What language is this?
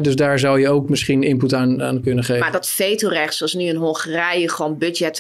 Dutch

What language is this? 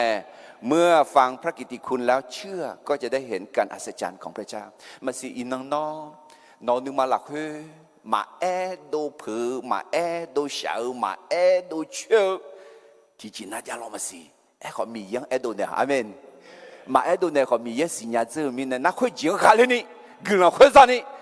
Akha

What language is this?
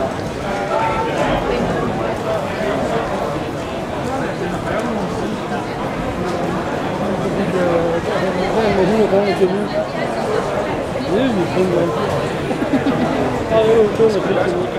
Danish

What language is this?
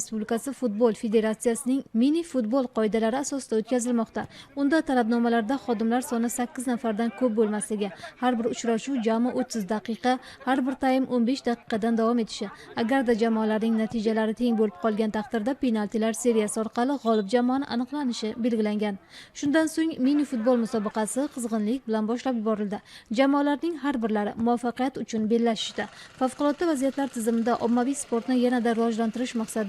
Uzbek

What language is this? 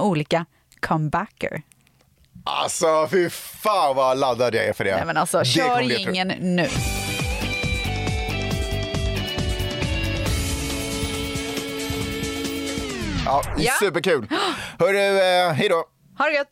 Swedish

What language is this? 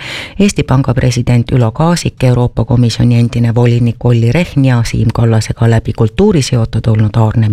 Estonian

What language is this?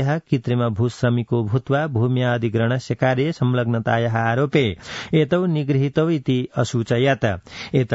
Sanskrit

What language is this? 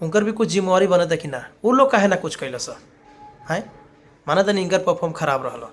Bhojpuri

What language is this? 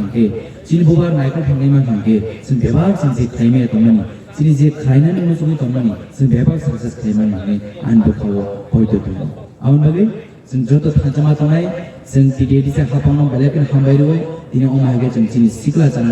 Kok Borok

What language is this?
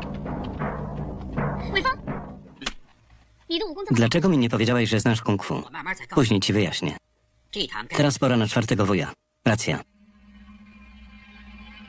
Polish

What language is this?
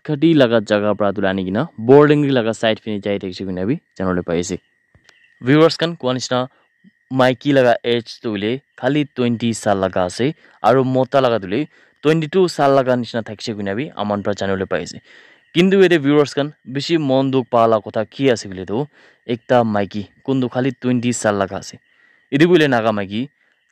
Naga Pidgin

